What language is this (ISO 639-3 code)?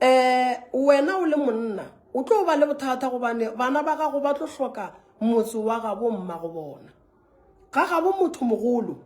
nso